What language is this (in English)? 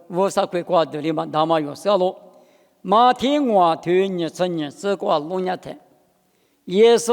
Lisu